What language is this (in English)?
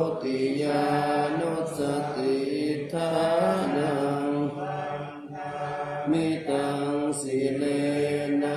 Pali